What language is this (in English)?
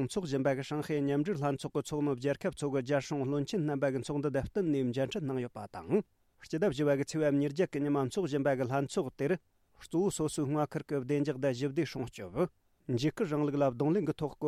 Tibetan